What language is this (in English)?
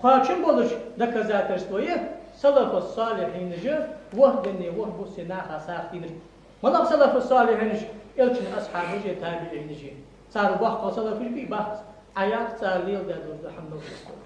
Ingush